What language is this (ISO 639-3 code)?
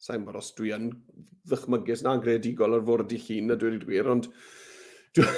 cym